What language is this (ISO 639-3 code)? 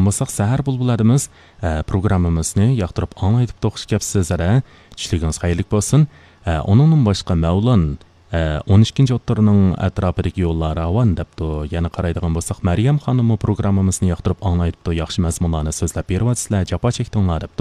uig